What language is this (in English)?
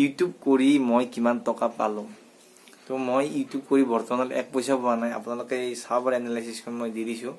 Assamese